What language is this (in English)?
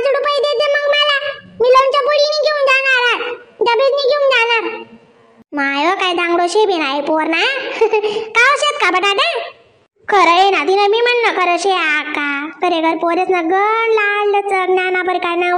Khandesi